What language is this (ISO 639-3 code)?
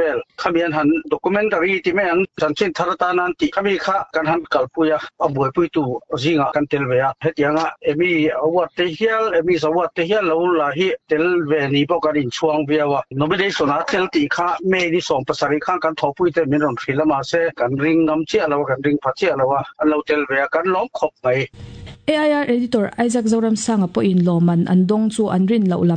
lus